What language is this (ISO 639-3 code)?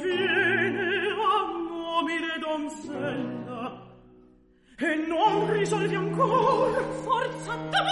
ita